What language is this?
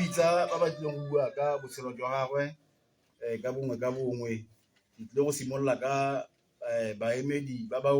Tswana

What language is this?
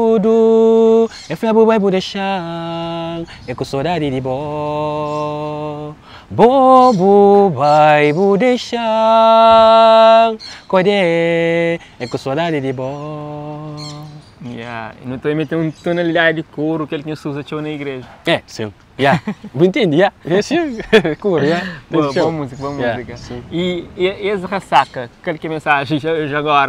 Kabuverdianu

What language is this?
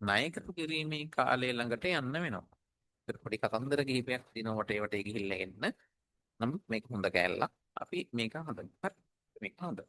Sinhala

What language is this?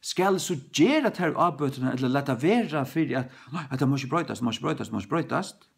Faroese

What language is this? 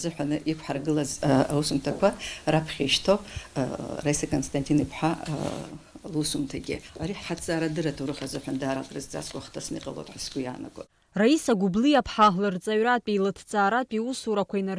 Abkhazian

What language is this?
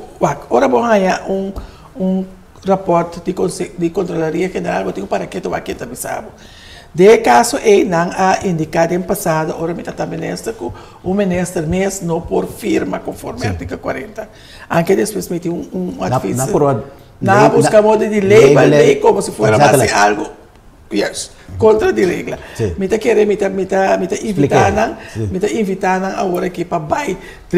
Papiamento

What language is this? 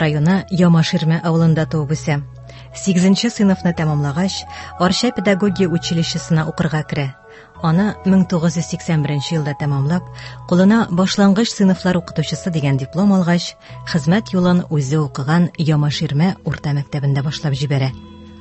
Tatar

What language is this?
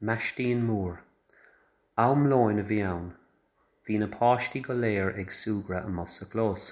Irish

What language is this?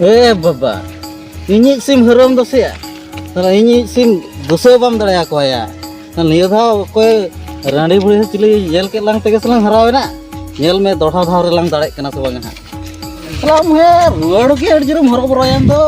Santali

